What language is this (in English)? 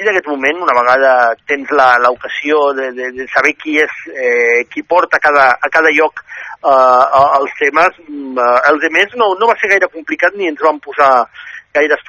Catalan